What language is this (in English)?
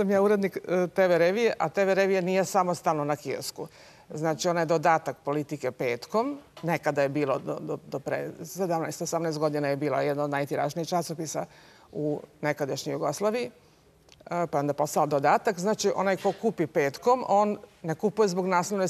Serbian